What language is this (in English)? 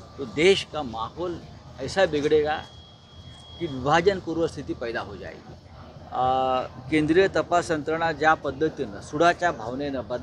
Hindi